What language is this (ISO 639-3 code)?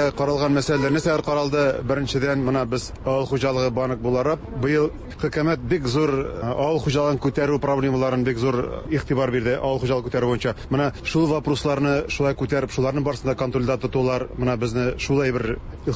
tat